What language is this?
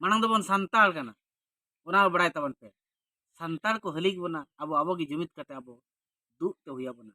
Santali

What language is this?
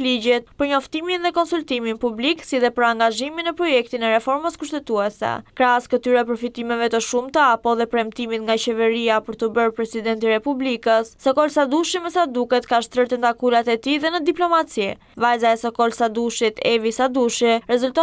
Albanian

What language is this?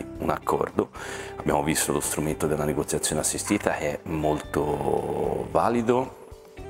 Italian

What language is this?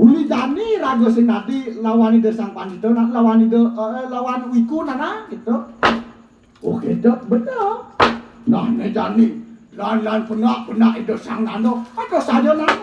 Balinese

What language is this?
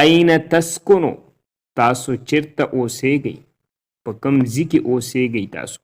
Pashto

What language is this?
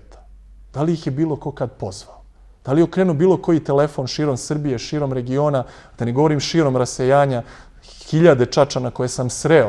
Serbian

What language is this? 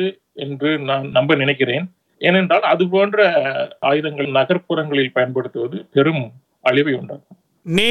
Tamil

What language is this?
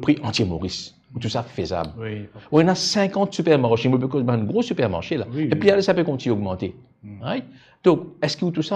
Morisyen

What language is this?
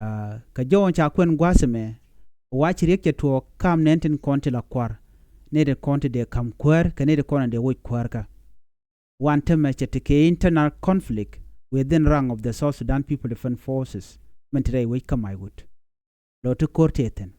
Nuer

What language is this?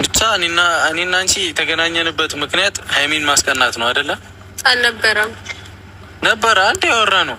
Amharic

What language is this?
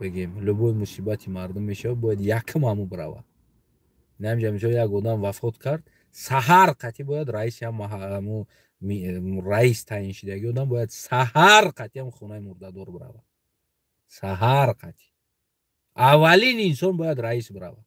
Tajik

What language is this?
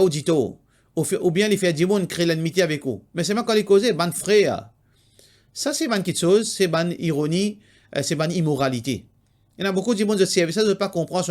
Morisyen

